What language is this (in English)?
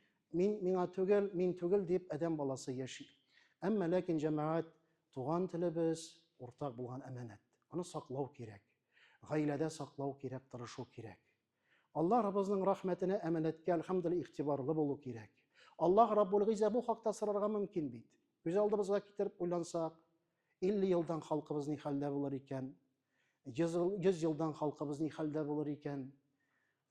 Tatar